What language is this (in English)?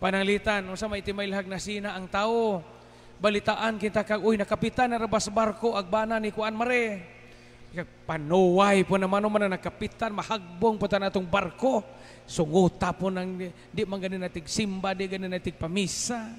Cebuano